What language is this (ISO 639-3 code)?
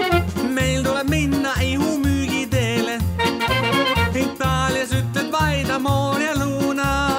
est